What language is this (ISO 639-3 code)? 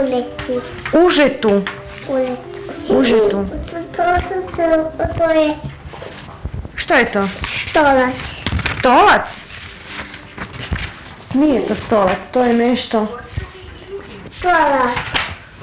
hrv